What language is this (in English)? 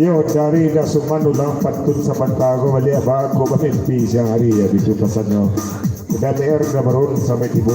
Minangkabau